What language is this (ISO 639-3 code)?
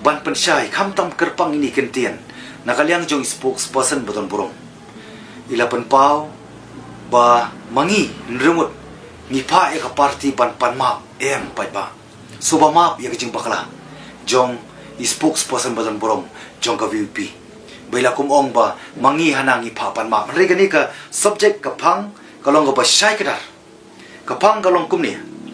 kha